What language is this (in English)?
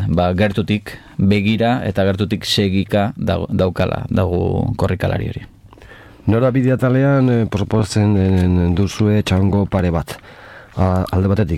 Basque